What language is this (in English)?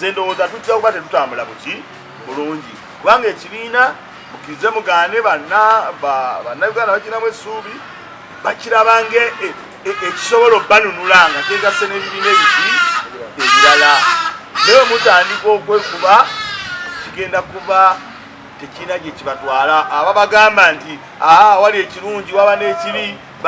Ganda